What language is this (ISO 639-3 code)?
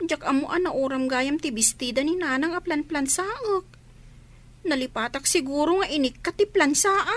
ilo